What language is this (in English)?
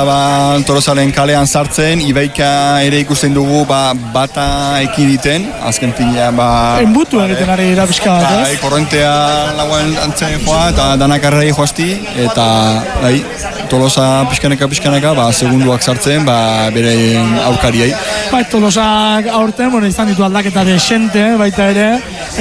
Basque